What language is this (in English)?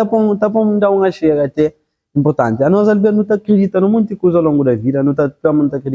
Kabuverdianu